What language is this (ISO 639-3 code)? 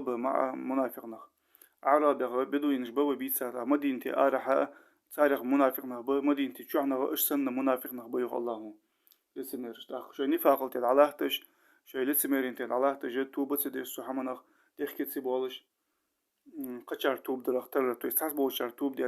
inh